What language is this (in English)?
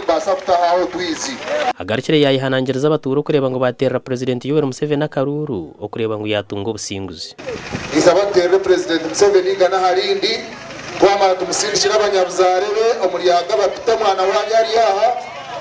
Nyankole